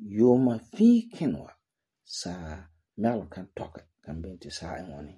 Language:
Frafra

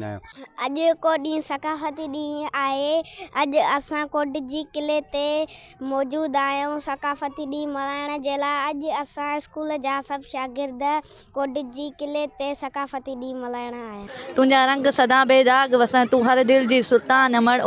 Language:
Sindhi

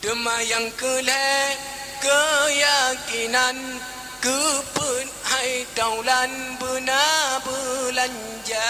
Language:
Achinese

